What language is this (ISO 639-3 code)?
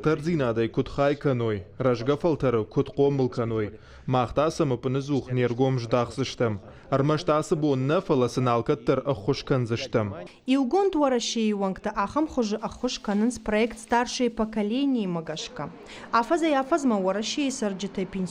oss